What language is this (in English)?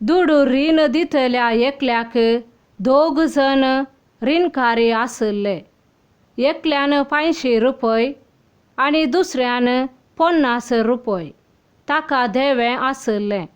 Konkani